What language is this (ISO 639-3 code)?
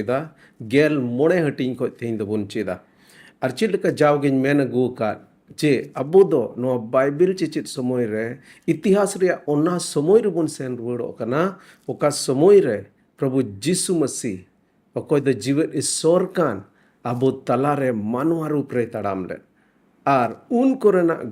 sat